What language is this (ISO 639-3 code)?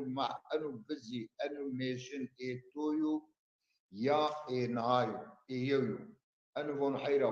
zza